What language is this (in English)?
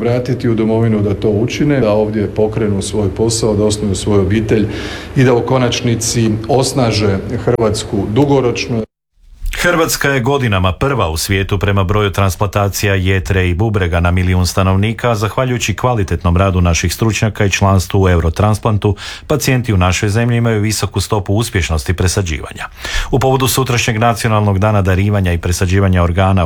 Croatian